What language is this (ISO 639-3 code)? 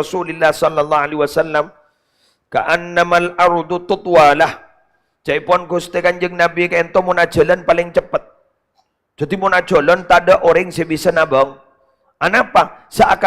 mad